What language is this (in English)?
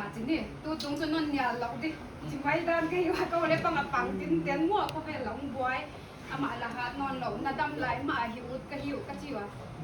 Paite Chin